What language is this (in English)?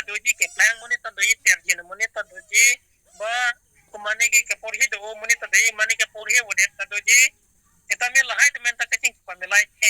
Karbi